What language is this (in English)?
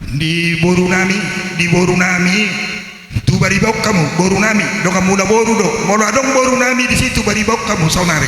Batak Toba